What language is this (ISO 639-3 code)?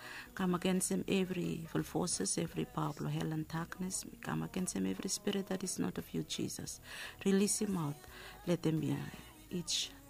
bis